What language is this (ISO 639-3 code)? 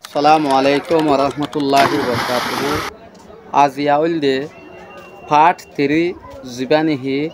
rhg